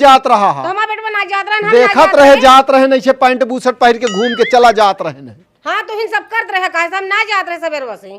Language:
Awadhi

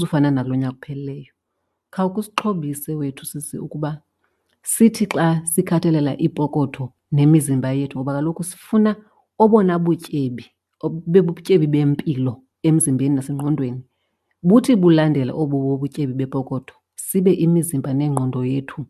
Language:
Xhosa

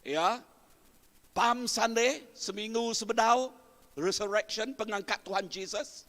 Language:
Iban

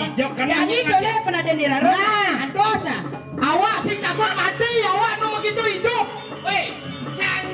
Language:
Balinese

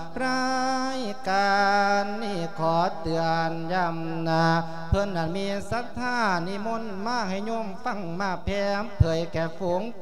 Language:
Lao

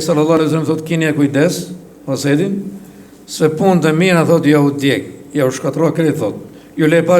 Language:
Albanian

